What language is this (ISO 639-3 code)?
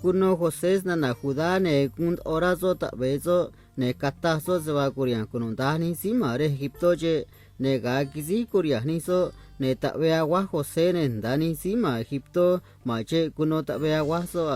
trc